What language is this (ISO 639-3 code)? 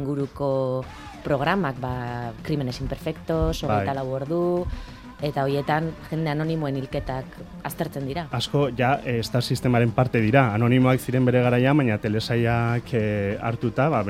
eus